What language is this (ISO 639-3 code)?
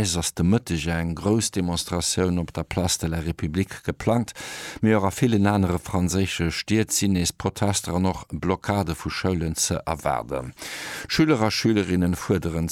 ltz